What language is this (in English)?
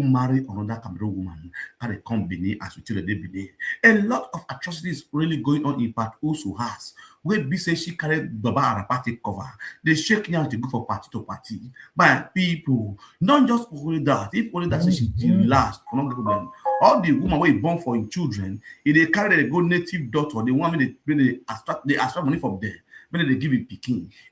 Nigerian Pidgin